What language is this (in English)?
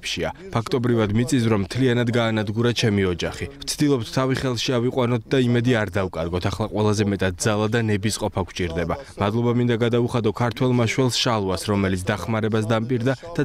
Georgian